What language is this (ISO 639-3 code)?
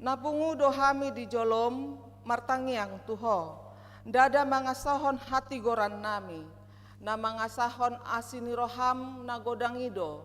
bbc